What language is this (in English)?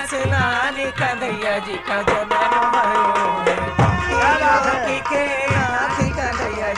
Hindi